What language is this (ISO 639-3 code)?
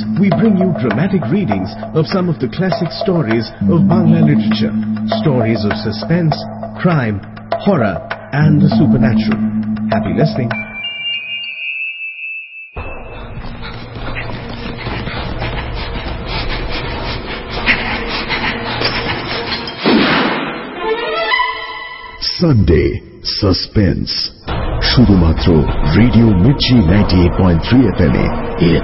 ben